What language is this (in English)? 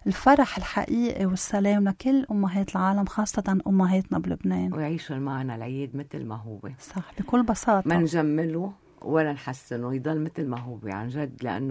North Levantine Arabic